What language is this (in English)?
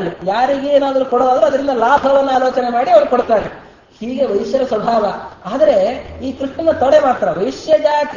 Kannada